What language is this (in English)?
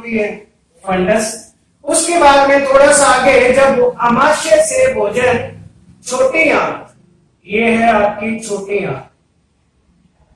Hindi